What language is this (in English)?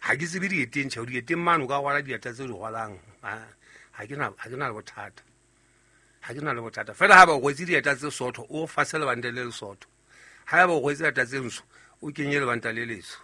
Southern Sotho